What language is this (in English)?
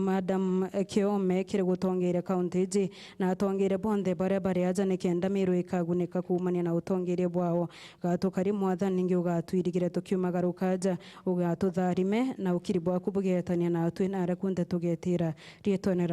Meru